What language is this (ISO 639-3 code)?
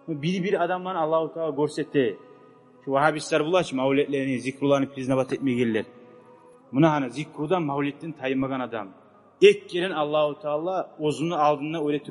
kum